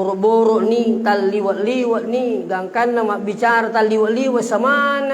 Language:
Buginese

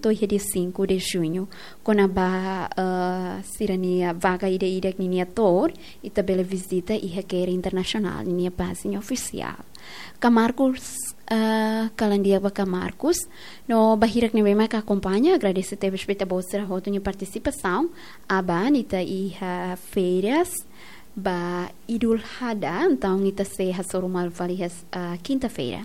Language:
Tetum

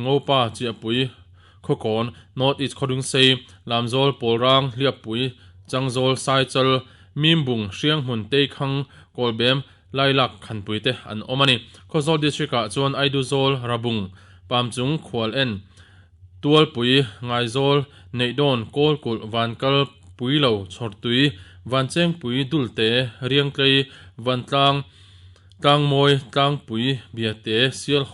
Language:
Mizo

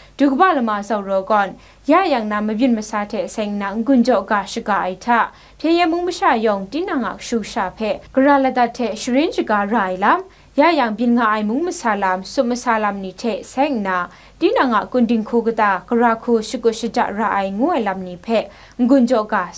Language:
Kachin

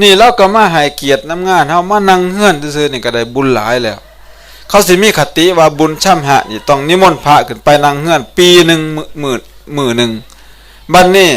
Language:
Northeastern Thai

